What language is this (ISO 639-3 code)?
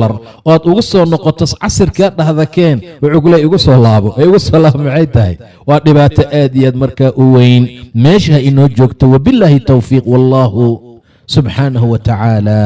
som